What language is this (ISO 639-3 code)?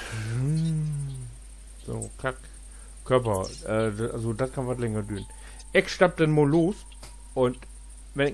nds